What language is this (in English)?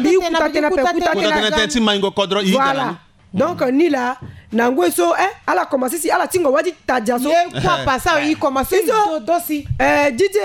Sango